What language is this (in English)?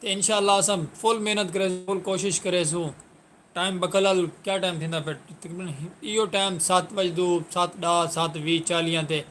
Saraiki